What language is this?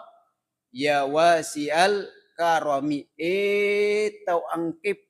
Buginese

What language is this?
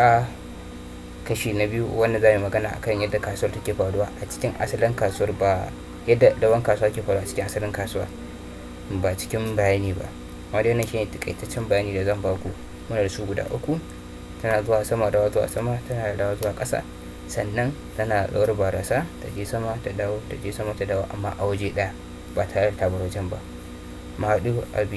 Hausa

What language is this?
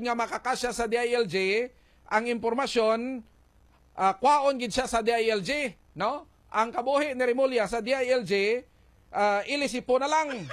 Hiligaynon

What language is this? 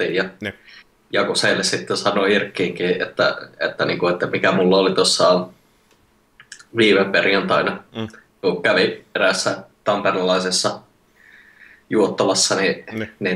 Finnish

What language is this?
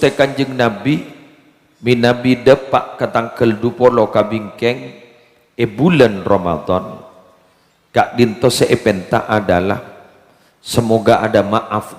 Madurese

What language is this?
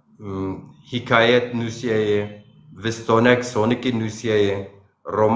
Zaza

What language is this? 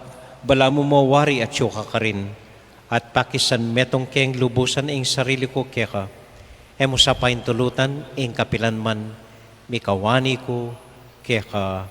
Pampanga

